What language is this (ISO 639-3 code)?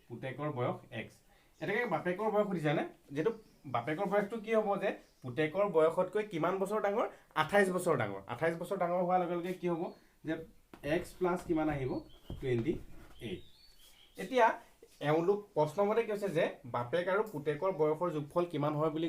asm